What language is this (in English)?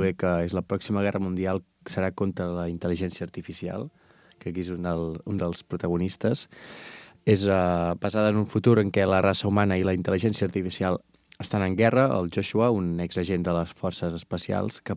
Catalan